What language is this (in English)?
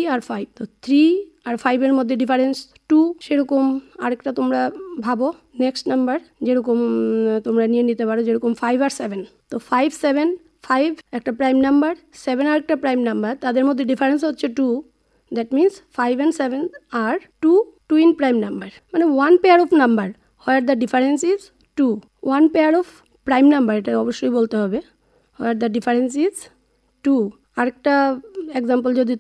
Bangla